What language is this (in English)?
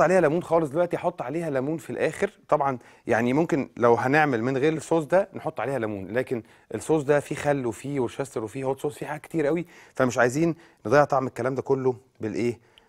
Egyptian Arabic